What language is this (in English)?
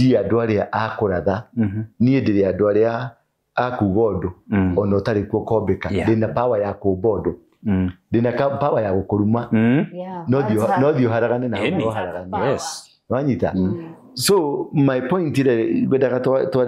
Kikuyu